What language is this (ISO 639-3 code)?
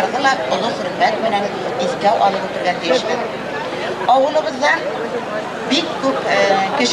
bak